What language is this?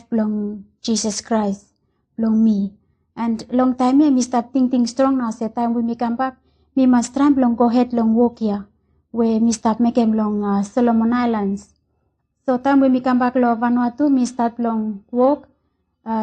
Bislama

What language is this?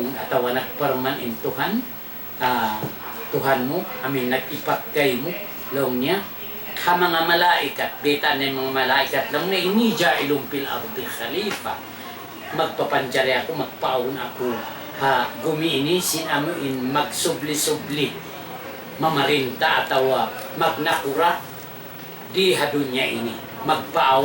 Tausug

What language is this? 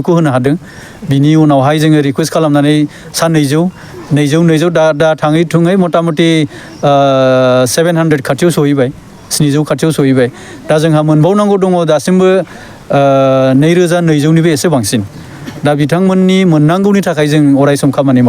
Bodo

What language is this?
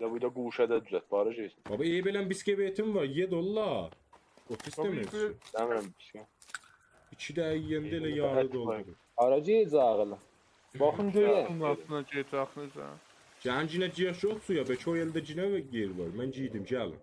South Azerbaijani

